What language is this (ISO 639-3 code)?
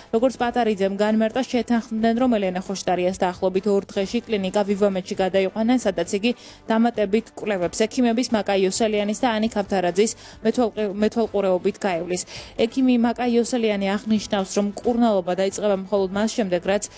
kat